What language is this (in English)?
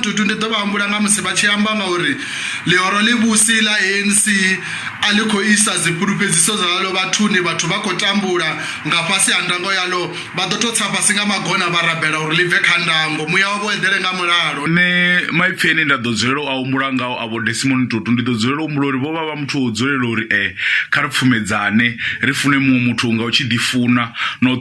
Venda